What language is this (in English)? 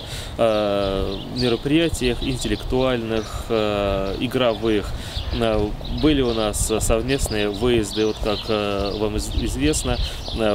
Russian